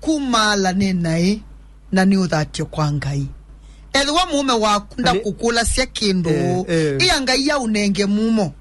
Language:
Kamba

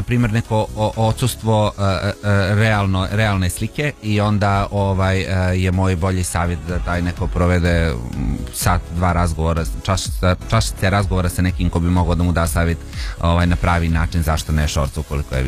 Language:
Serbian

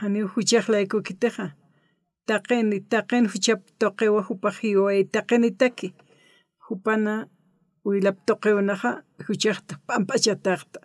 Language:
Aymara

